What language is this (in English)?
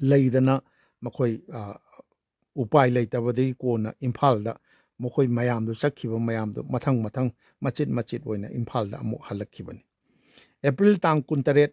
Manipuri